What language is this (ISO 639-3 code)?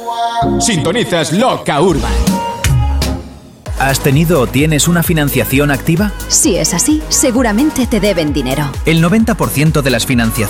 spa